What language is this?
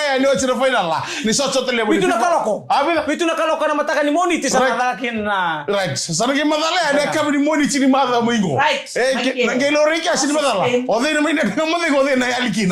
Fijian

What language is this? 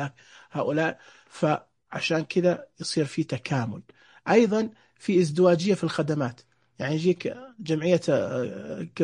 Najdi Arabic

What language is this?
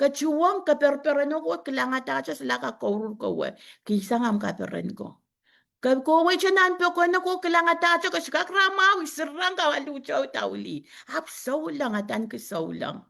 Pohnpeian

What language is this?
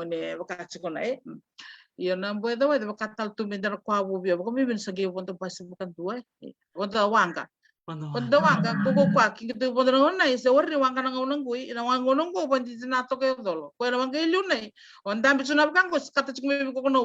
Fijian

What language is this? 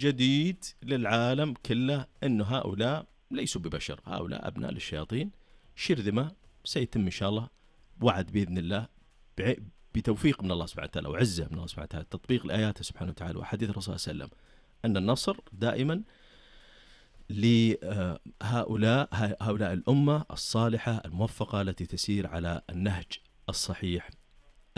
Arabic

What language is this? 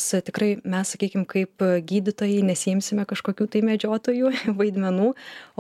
Lithuanian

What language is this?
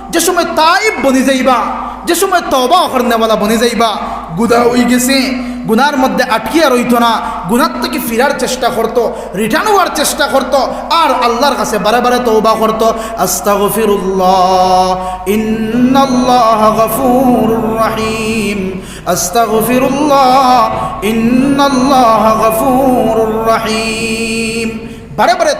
Sylheti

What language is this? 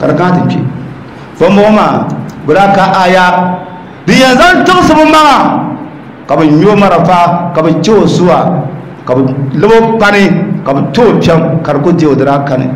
Dagbani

